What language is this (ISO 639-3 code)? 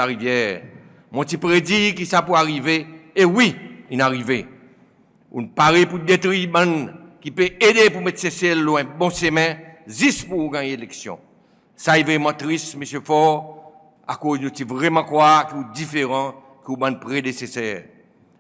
crs